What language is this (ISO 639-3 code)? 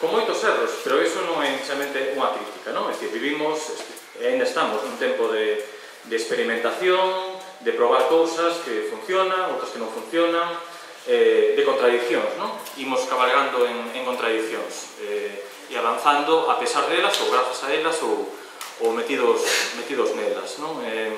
glg